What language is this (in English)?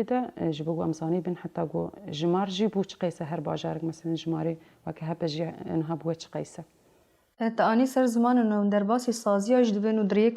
Kurdish